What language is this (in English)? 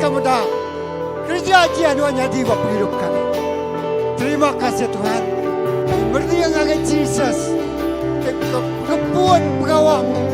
Iban